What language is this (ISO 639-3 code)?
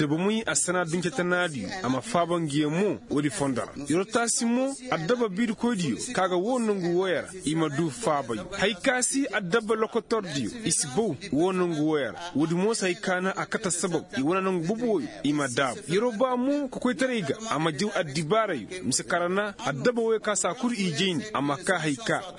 ses